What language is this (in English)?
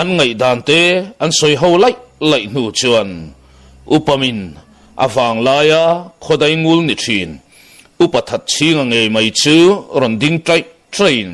Mizo